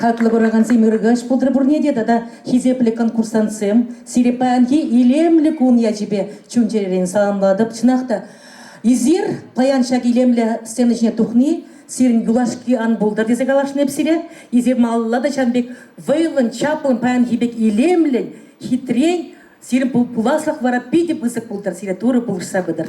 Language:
Chuvash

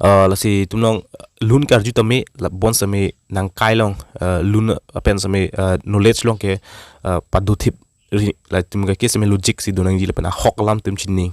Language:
Karbi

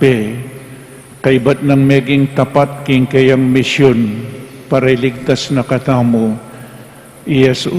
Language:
Pampanga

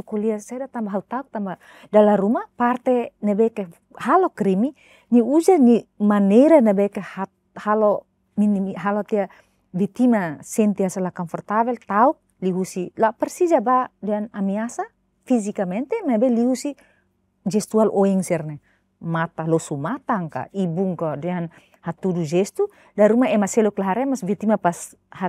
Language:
Tetum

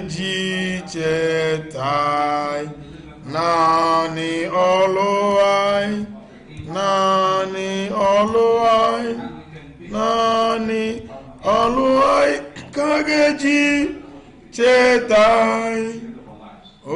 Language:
Igbo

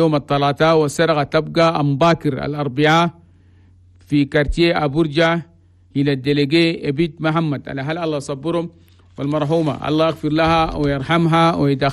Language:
Chadian Arabic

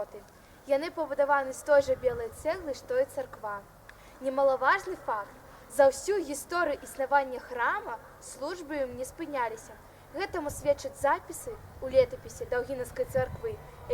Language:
Belarusian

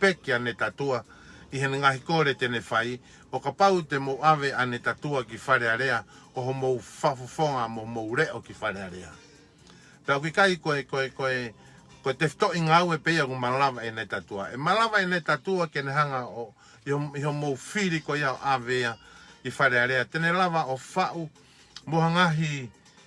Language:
Tongan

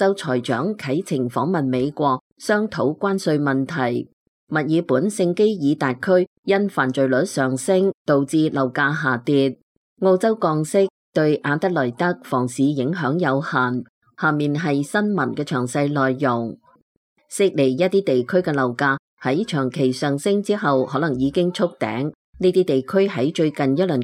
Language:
Cantonese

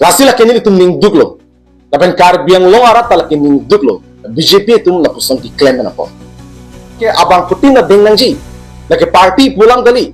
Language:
Karbi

